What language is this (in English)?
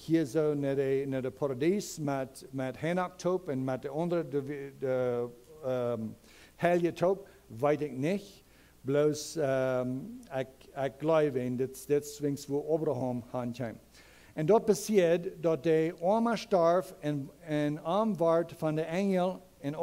Plautdietsch